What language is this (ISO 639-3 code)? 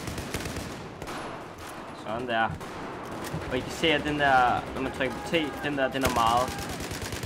dan